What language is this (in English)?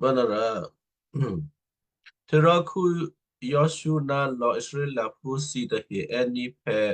Western Kayah